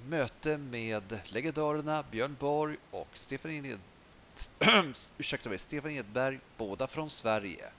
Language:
Swedish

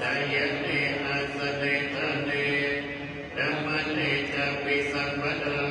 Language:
Pali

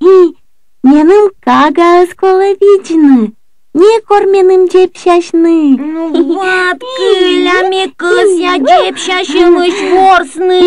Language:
Komi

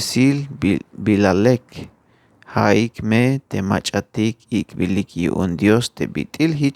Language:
Tzeltal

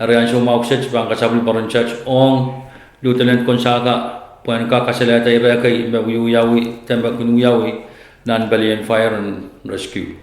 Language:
Pohnpeian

